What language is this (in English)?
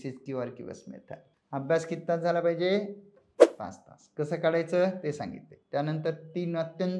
Marathi